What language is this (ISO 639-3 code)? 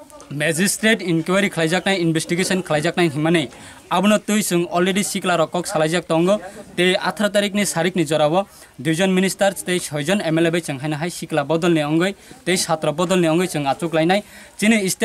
trp